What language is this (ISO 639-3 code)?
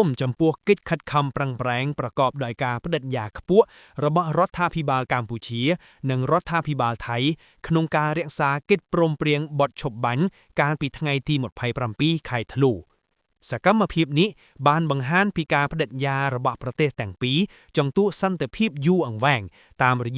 khm